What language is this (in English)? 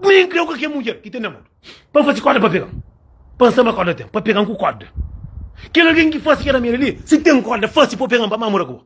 Kabuverdianu